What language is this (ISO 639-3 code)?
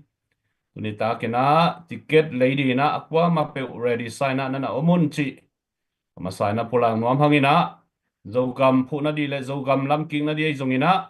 ctd